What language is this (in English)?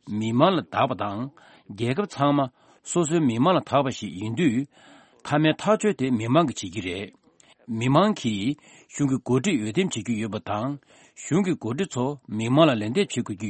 Tibetan